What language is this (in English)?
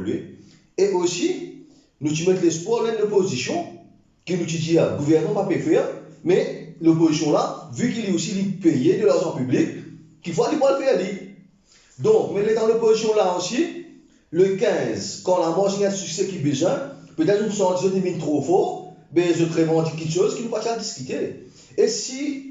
Morisyen